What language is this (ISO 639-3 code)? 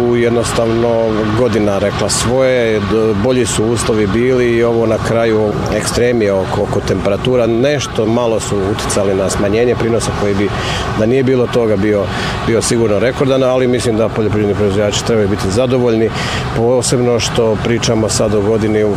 bos